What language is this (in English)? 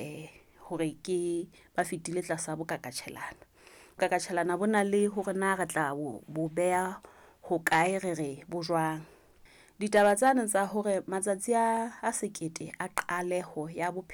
Southern Sotho